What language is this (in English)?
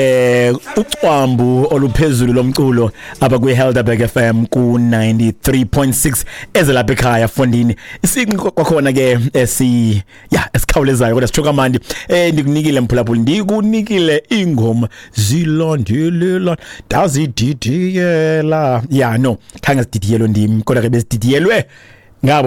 Xhosa